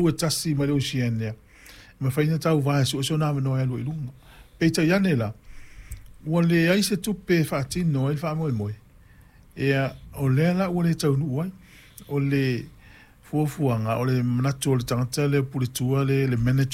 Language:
Samoan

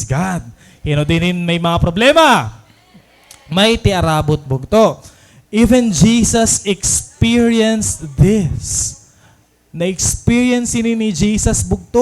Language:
Waray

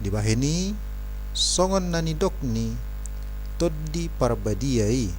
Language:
Batak Toba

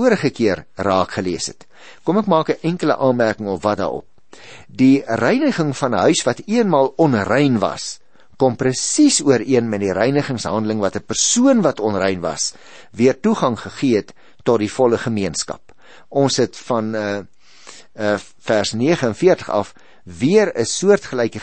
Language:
Afrikaans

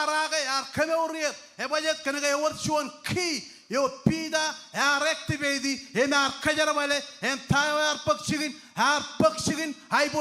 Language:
Marshallese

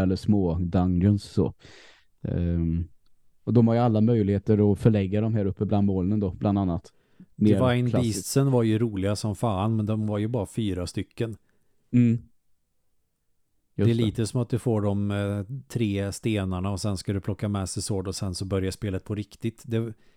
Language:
Swedish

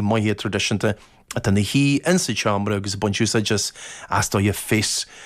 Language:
Irish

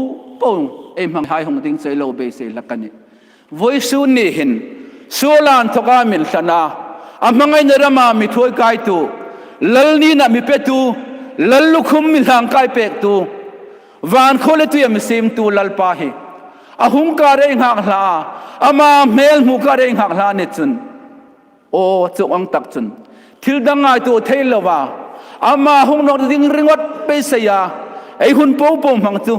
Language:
Hmar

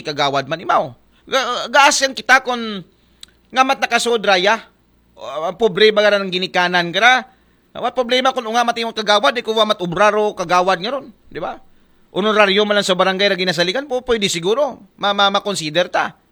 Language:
Aklanon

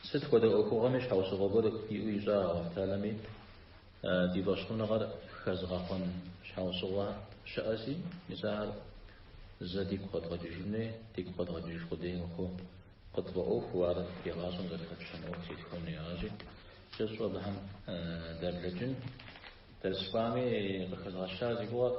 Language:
Kabardian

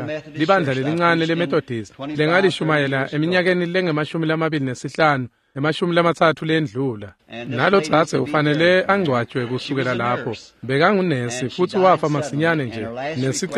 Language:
Swati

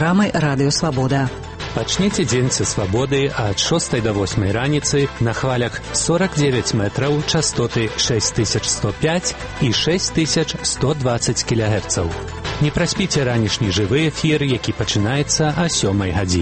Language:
Belarusian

